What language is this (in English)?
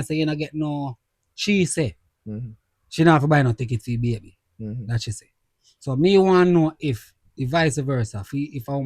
Jamaican Creole English